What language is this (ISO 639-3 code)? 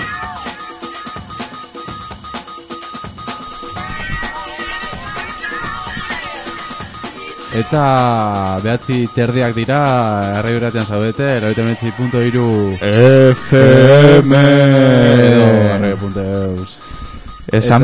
eus